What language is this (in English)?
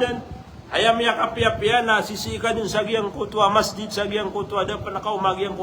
Maranao